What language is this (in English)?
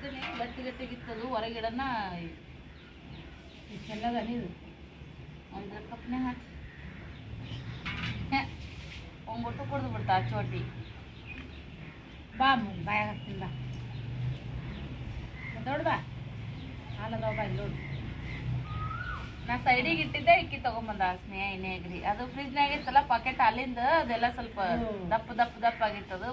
Kannada